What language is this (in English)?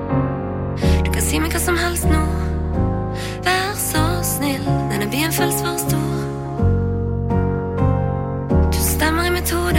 Norwegian